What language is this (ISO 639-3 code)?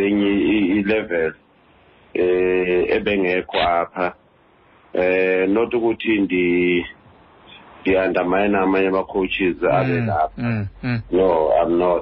xho